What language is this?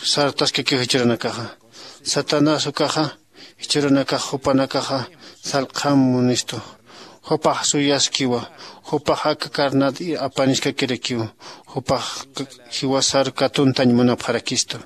Aymara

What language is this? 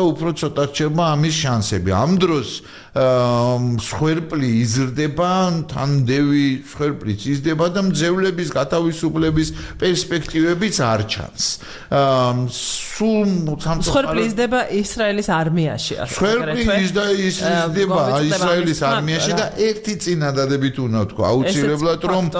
Georgian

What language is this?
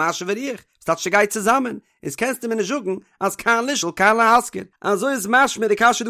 Yiddish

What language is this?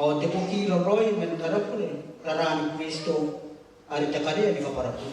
Gilbertese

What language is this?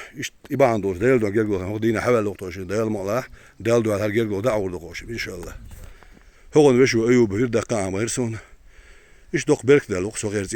Chechen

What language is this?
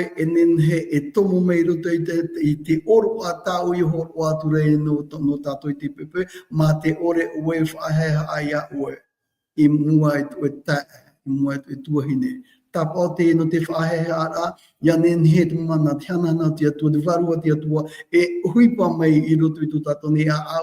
Tahitian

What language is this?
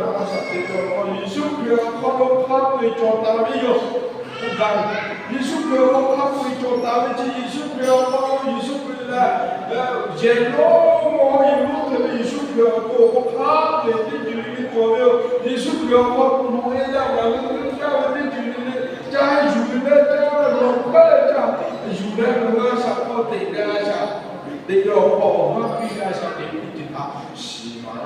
Lahu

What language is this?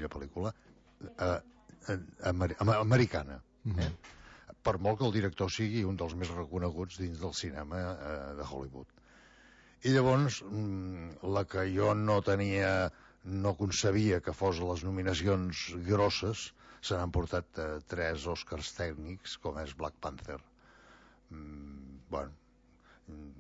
Catalan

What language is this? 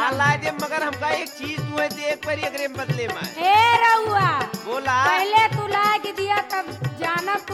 Bhojpuri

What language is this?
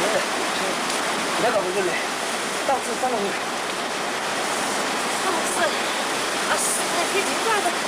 Poumei Naga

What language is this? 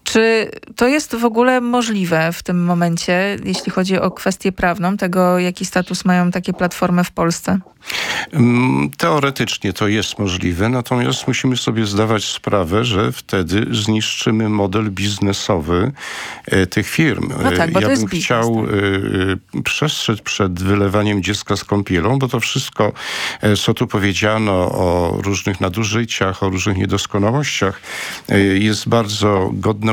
Polish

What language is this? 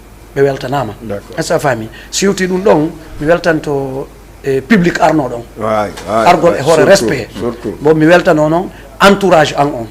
Fula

